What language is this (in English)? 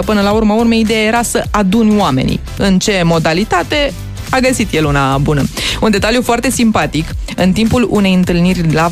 Romanian